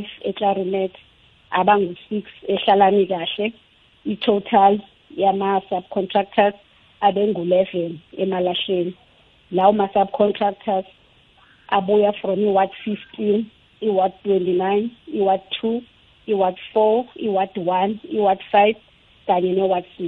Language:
South Ndebele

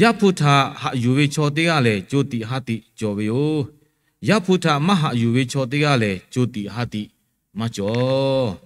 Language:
Lahu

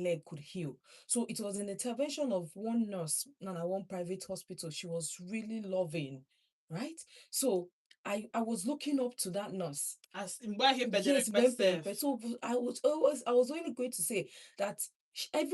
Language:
Igbo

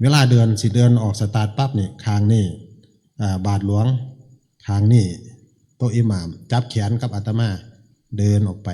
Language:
Northeastern Thai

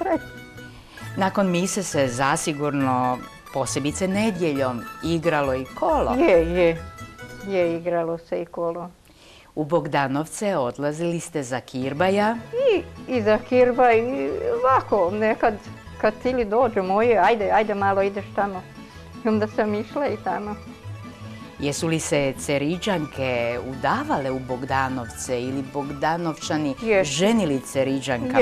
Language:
Croatian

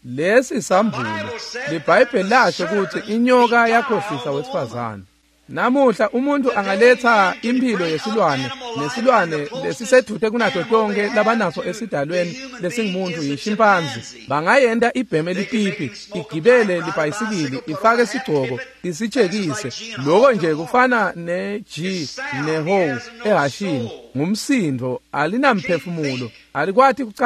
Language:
Swati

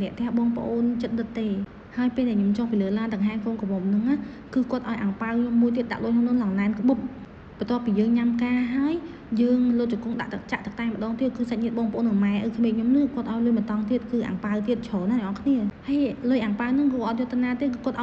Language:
Khmer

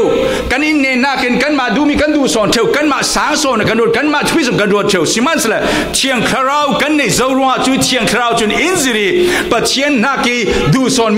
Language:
Falam Chin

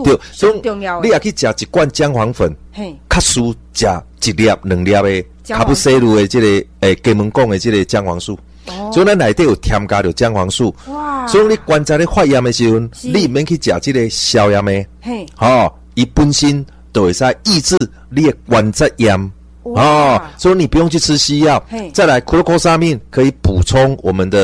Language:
Min Nan Chinese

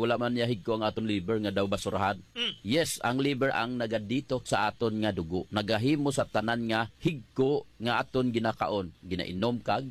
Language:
Hiligaynon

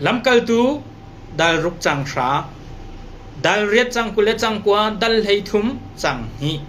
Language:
Hakha Chin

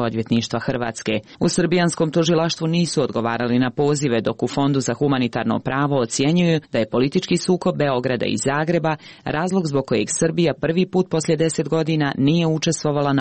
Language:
Croatian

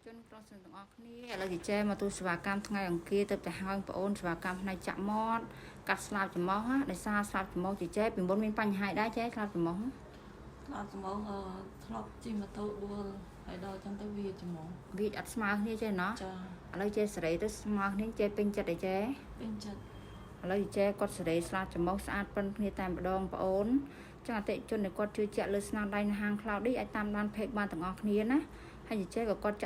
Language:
Khmer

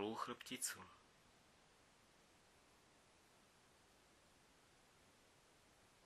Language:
Slovak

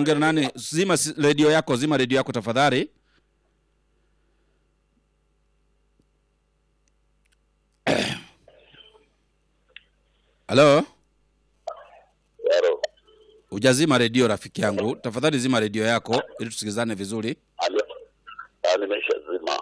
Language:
Swahili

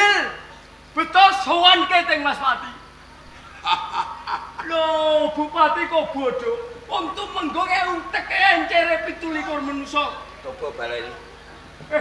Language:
Javanese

